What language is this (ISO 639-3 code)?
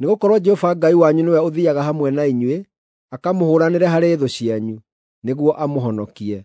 kik